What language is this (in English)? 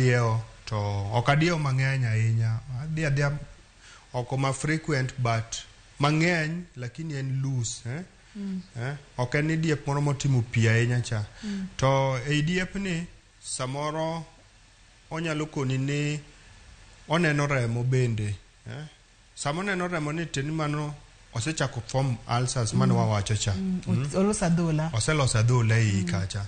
Luo (Kenya and Tanzania)